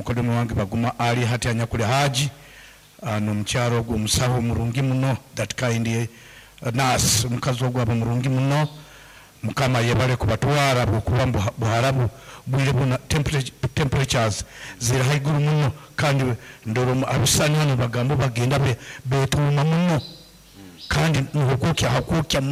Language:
Nyankole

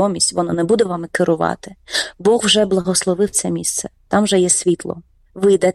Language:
Ukrainian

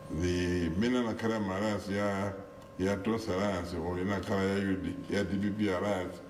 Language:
Nyanja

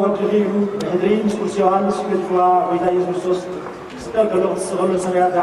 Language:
Tigrinya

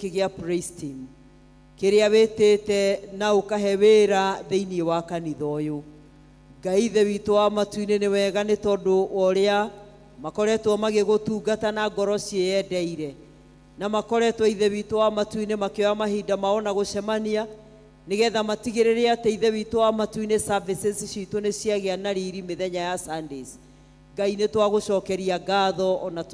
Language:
Kikuyu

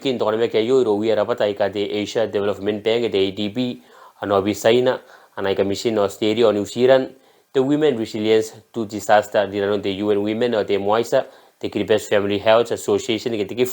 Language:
Gilbertese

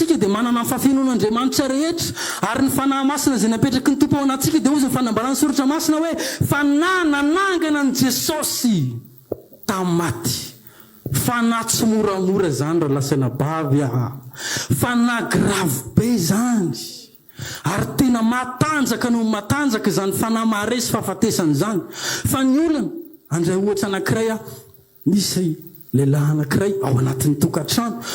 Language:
Malagasy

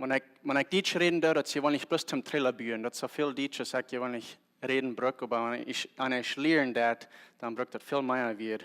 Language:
Plautdietsch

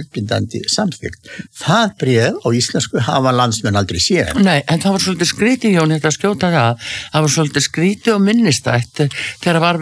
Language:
Icelandic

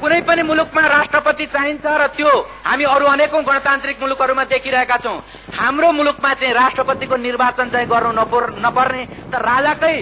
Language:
Nepali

